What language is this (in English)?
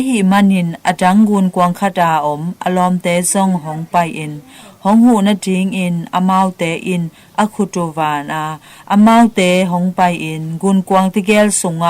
Tedim Chin